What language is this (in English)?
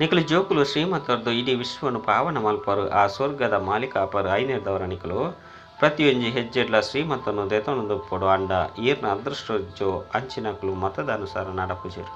Tulu